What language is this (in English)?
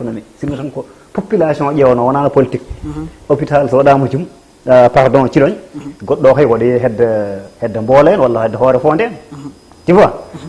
Fula